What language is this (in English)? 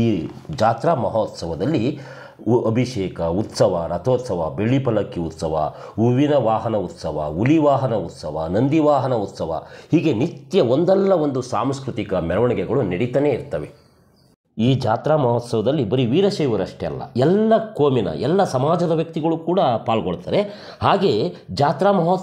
Kannada